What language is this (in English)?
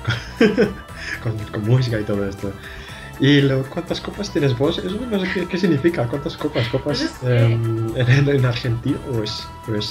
Spanish